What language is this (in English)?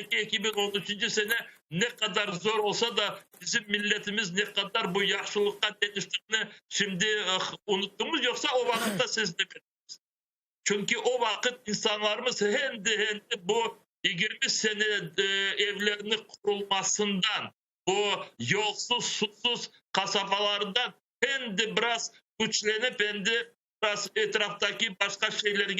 Crimean Tatar